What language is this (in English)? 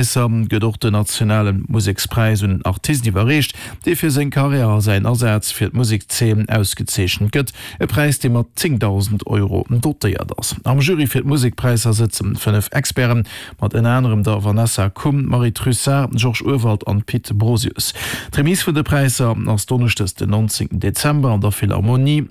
Luxembourgish